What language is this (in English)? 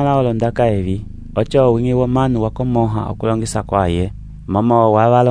Umbundu